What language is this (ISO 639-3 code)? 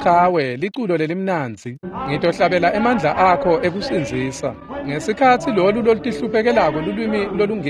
ssw